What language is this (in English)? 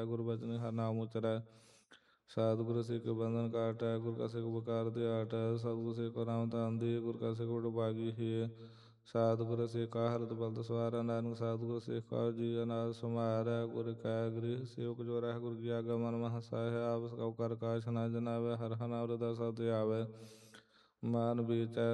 Punjabi